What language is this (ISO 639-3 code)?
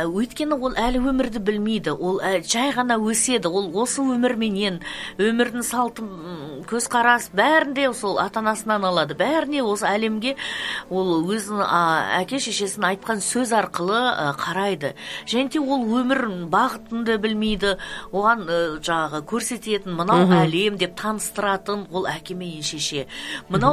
kaz